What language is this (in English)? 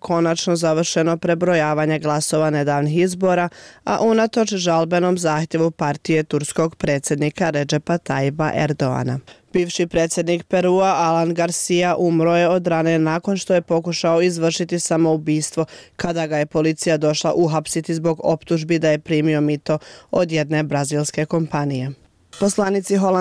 Bosnian